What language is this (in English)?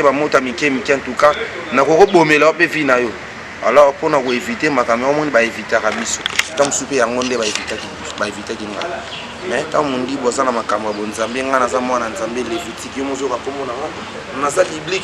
Lingala